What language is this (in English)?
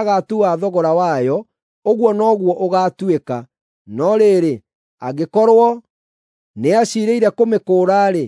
Kikuyu